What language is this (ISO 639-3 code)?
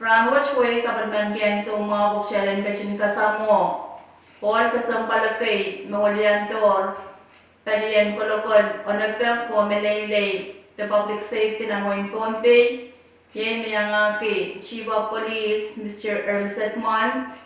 pon